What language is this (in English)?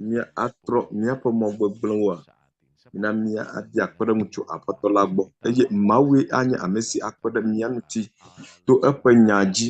Ewe